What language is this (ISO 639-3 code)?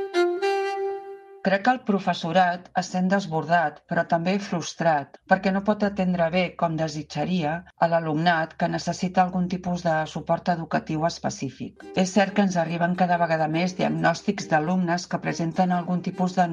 cat